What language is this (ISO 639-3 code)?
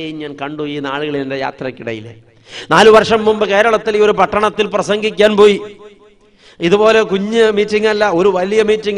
mal